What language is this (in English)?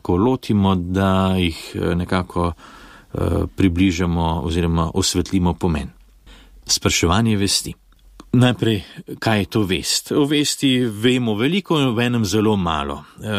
Slovenian